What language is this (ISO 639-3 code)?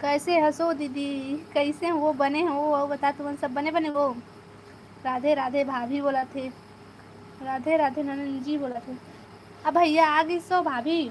hne